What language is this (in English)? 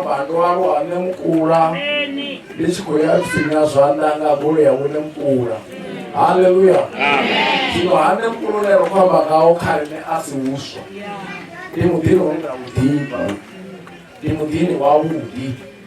Venda